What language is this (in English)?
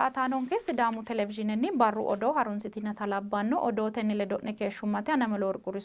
Sidamo